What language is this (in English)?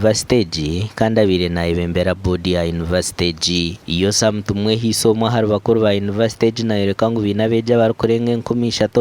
Nyankole